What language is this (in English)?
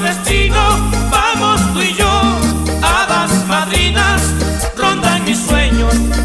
Spanish